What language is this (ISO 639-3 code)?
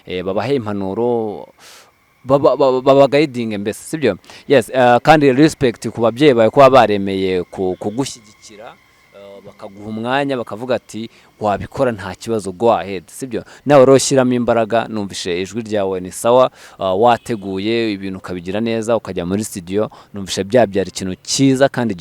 kin